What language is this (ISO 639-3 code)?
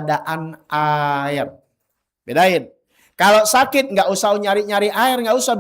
bew